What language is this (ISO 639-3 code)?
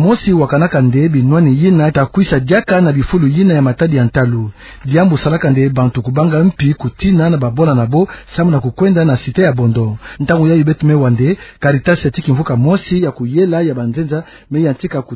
ktu